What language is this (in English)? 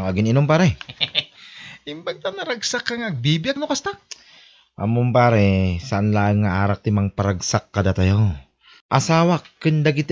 Iloko